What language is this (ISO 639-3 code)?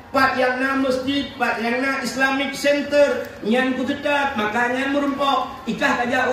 ace